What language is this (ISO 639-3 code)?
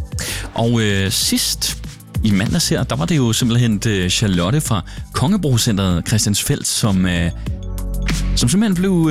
dan